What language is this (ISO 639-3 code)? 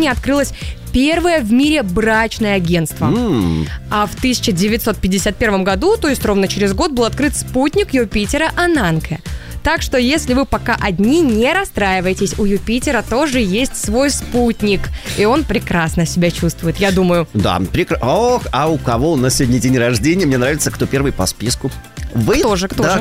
rus